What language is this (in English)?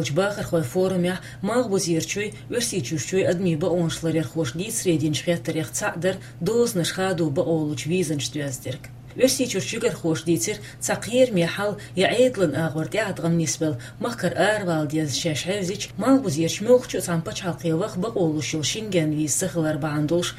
Chechen